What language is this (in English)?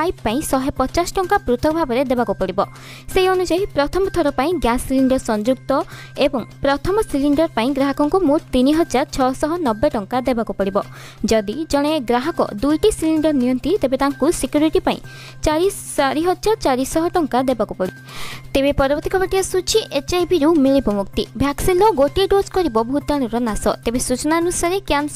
Odia